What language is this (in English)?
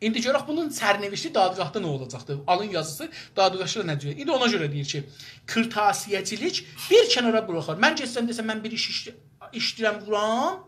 South Azerbaijani